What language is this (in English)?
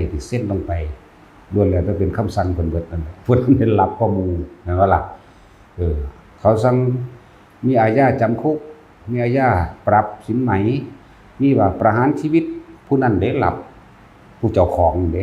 Northeastern Thai